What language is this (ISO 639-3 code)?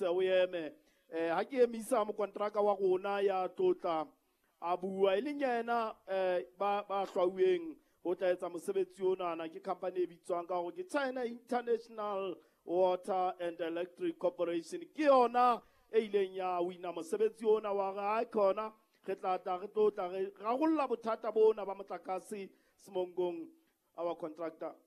sot